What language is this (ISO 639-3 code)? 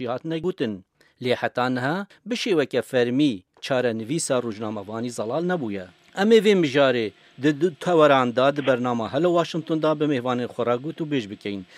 kur